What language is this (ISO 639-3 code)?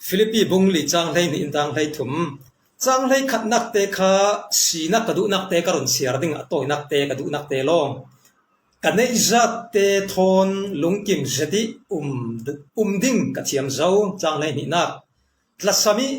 cfm